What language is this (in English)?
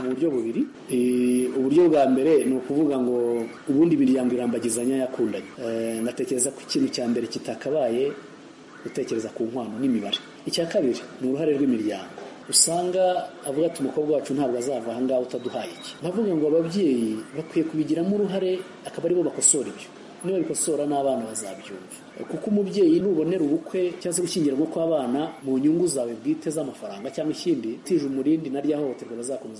Kinyarwanda